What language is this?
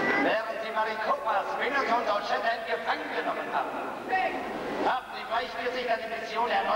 German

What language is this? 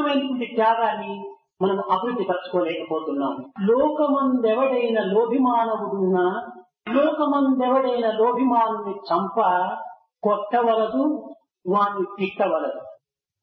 Telugu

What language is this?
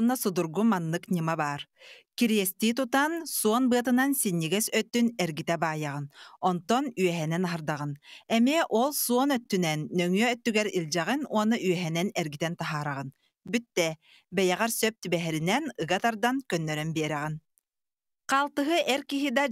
Yakut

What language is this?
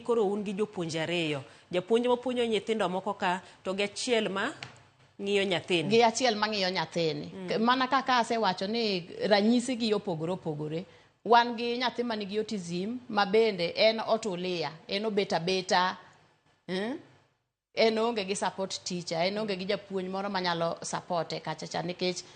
Luo (Kenya and Tanzania)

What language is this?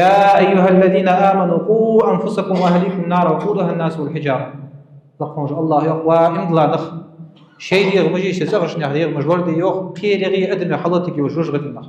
Ingush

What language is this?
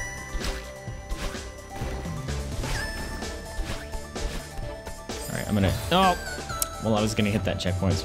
English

